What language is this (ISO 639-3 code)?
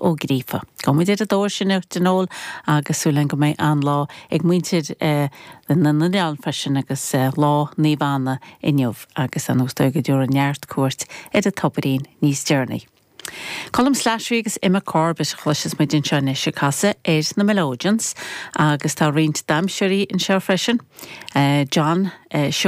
gle